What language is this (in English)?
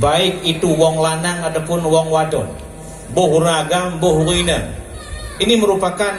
Achinese